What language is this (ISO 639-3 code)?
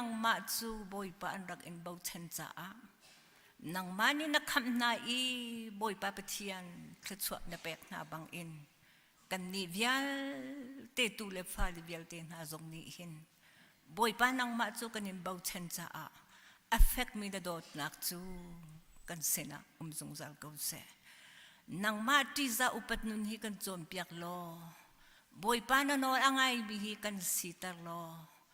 cnh